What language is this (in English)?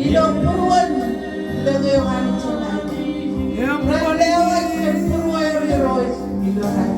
Marshallese